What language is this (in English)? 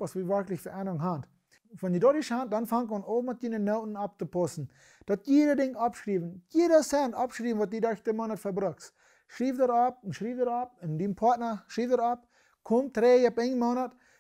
Plautdietsch